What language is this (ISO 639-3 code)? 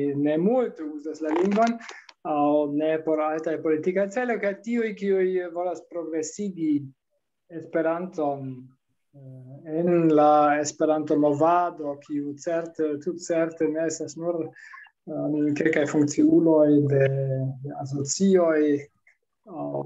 epo